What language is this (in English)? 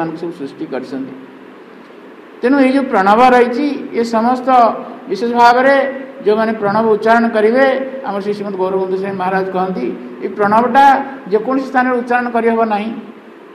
Odia